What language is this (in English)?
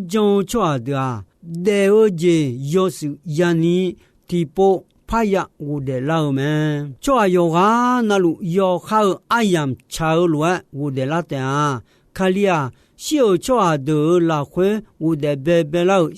Akha